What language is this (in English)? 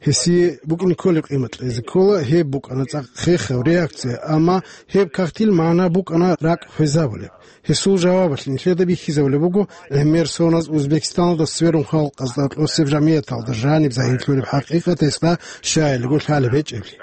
Avaric